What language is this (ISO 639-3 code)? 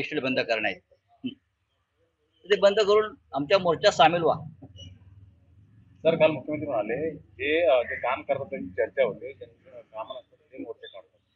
mar